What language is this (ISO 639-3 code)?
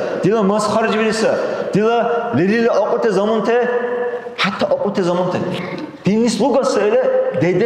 dar